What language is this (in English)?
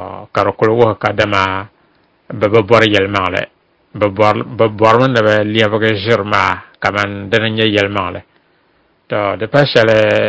Dagbani